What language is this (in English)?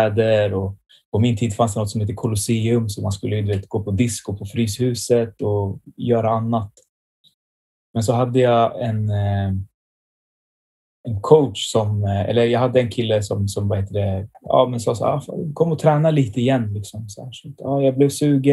Swedish